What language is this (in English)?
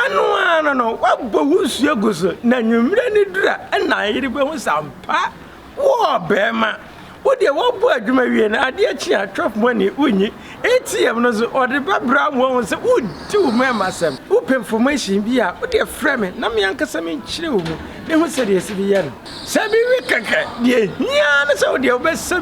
Akan